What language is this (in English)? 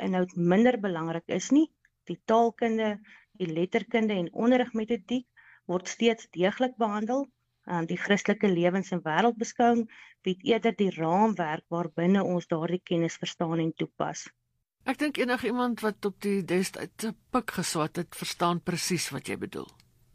Afrikaans